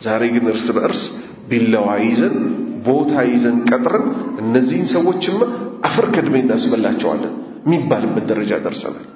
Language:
Amharic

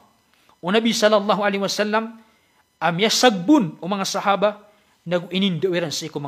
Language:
Maranao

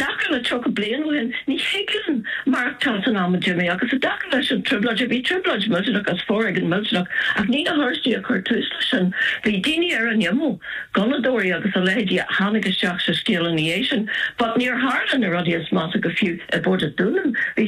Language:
Irish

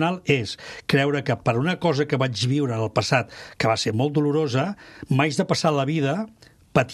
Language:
Catalan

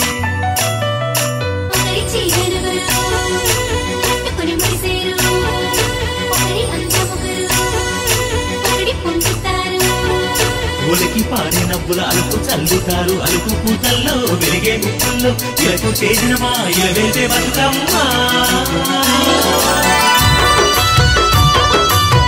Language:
Telugu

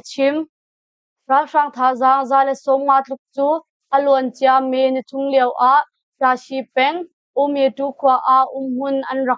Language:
Hakha Chin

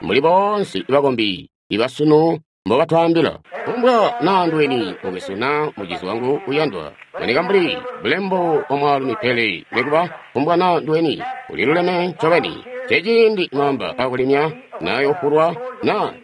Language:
Tonga (Zambia)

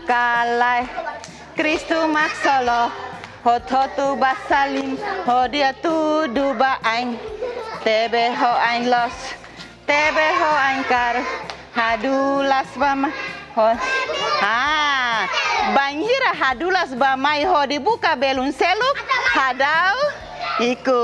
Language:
Tetum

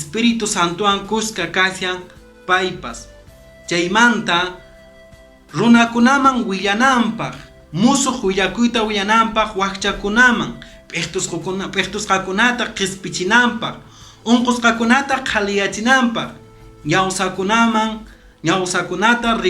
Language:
Quechua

